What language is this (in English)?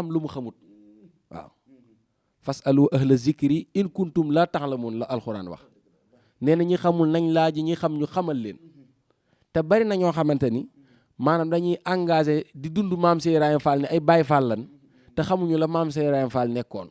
Wolof